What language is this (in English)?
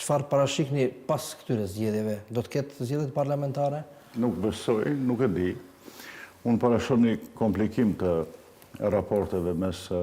Albanian